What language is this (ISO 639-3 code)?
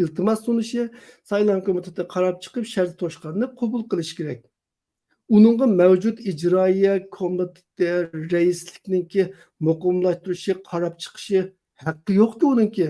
uig